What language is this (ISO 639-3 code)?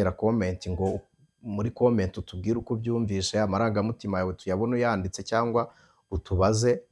kin